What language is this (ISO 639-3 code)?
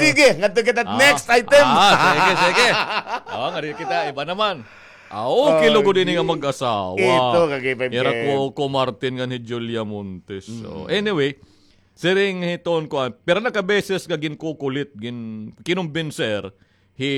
war